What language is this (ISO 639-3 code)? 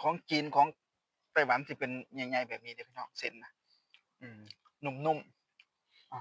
tts